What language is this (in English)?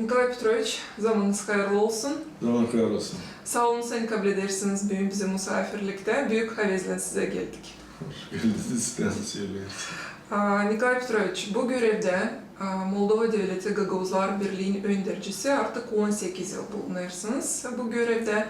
Gagauz